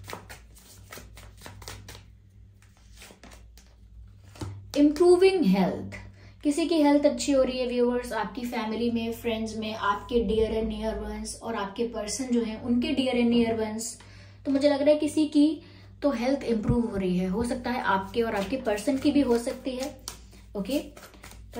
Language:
Hindi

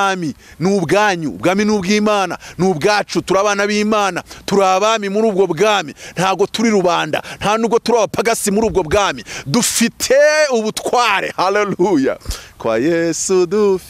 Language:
Kinyarwanda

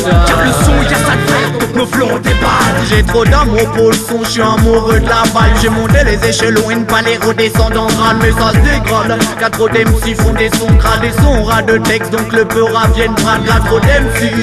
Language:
French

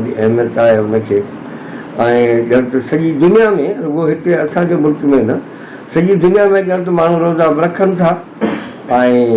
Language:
Sindhi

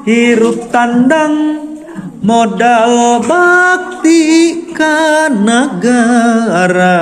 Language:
Sundanese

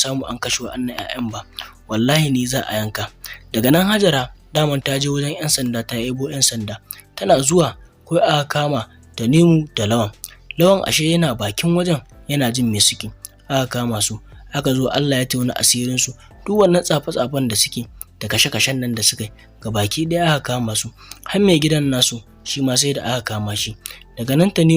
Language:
Hausa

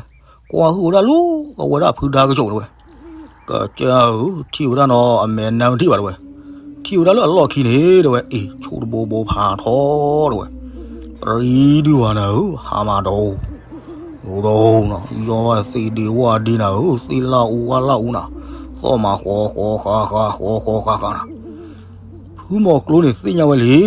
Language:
S'gaw Karen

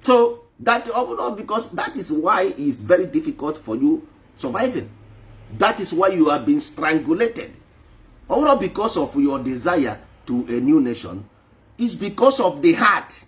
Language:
Igbo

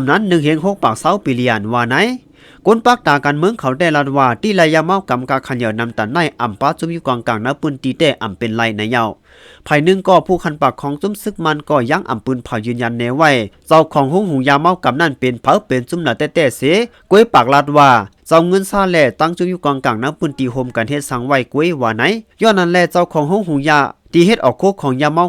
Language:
Shan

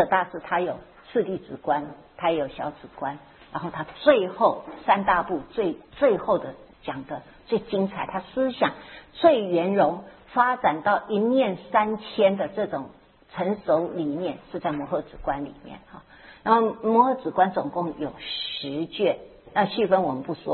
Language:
Chinese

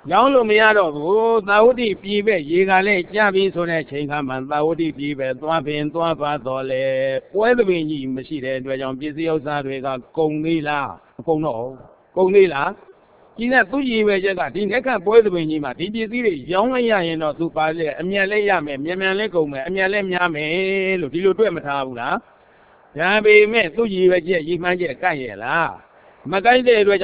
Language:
Burmese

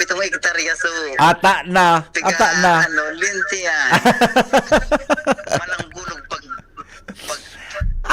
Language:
Bikol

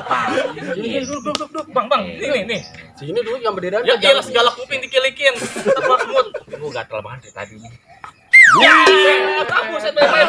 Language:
Betawi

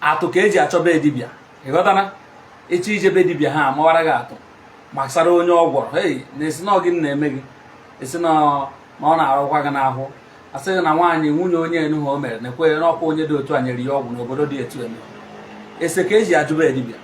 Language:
Igbo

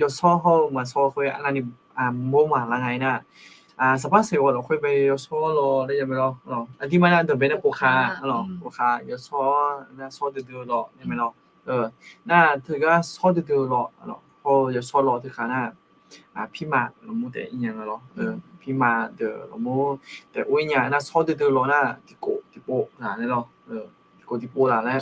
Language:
Akha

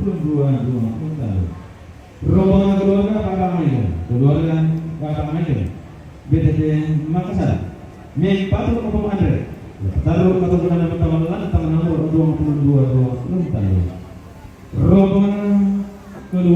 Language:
Toraja-Sa'dan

